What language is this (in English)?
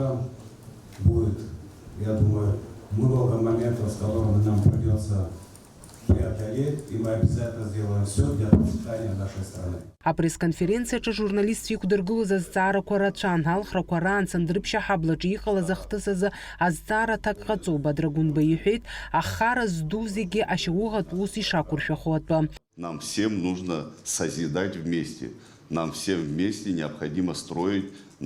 Abkhazian